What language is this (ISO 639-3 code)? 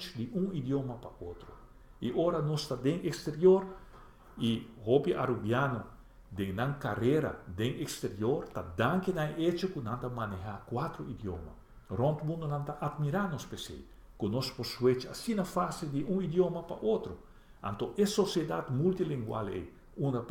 pap